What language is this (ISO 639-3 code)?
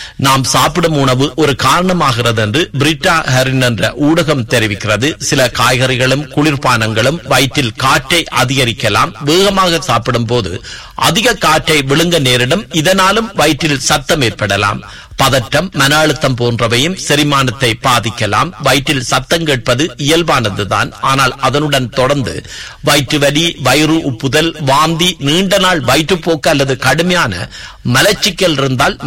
tam